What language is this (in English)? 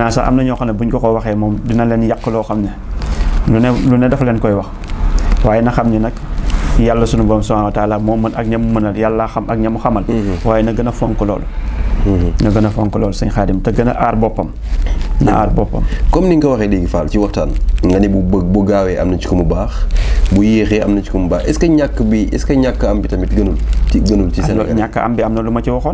Wolof